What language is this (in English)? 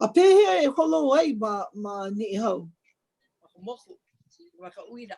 Hawaiian